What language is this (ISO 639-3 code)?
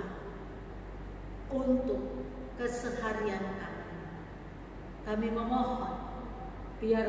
ind